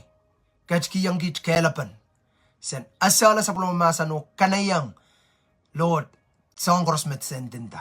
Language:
Pohnpeian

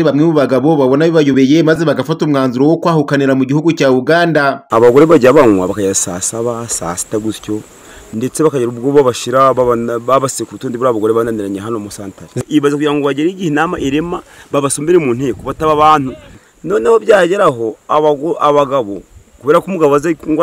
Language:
Kinyarwanda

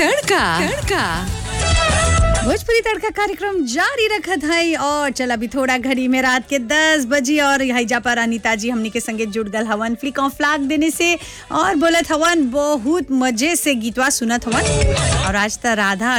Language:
Bhojpuri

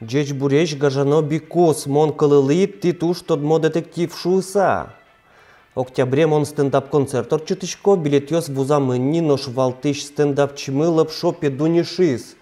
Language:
Udmurt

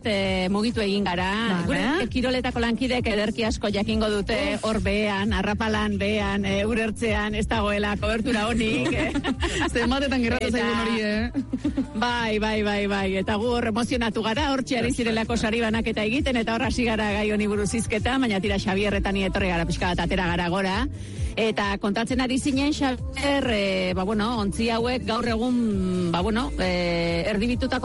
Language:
Basque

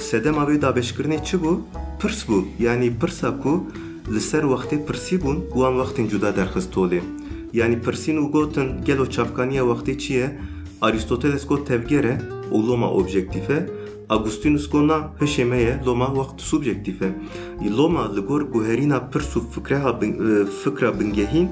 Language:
Kurdish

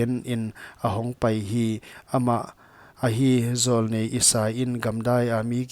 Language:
Paite Chin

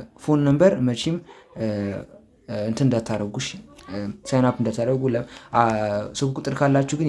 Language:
Amharic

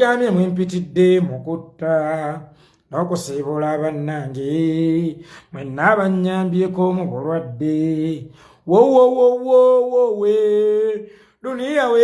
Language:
Ganda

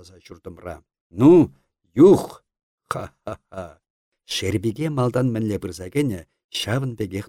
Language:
Chuvash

